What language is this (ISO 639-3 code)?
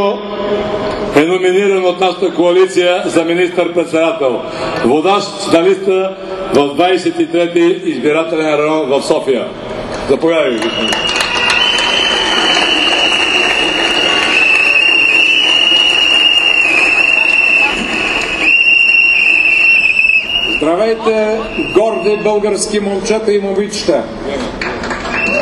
bul